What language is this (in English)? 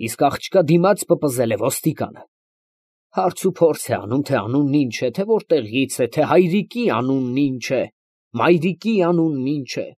Armenian